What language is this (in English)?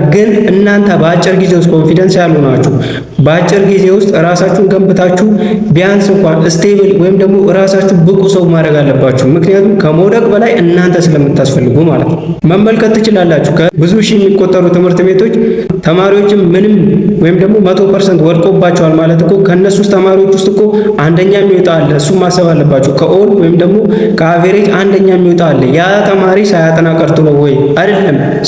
Amharic